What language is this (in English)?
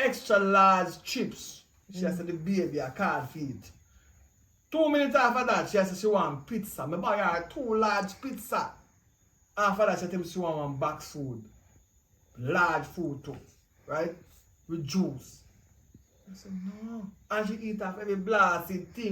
Jamaican Creole English